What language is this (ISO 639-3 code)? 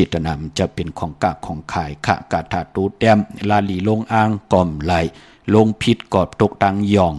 shn